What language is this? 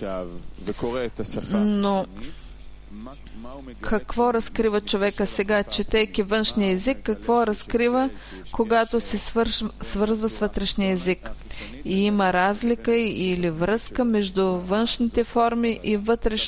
Bulgarian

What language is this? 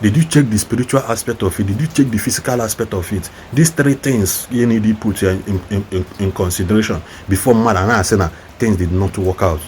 Igbo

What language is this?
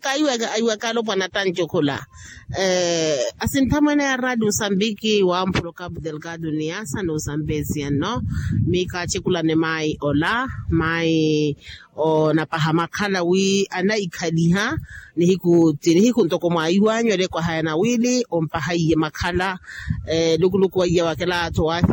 Makhuwa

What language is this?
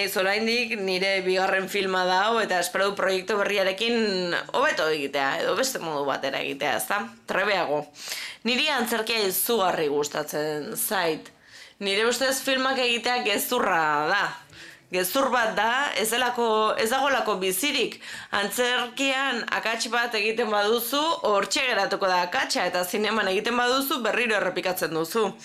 Basque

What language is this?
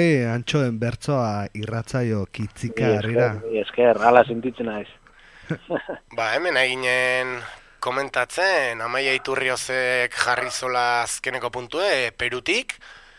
Basque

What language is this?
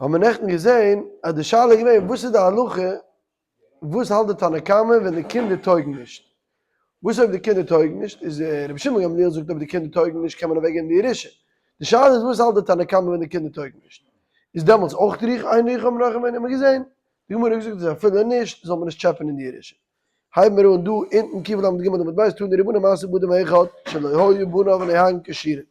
Yiddish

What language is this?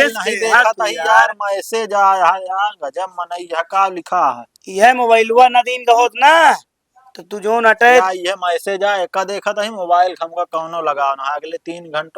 Awadhi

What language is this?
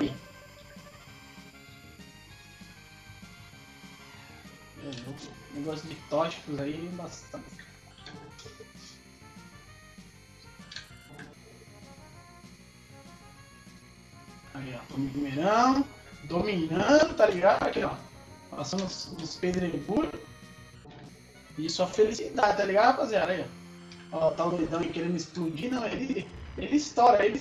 Portuguese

